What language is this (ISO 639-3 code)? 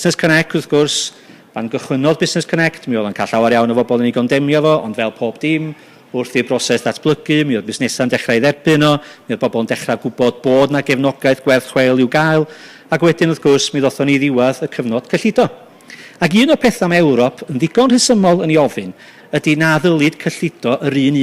cym